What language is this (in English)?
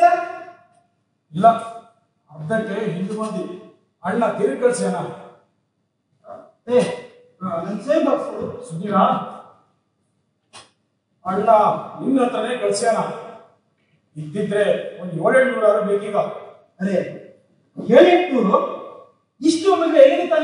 Kannada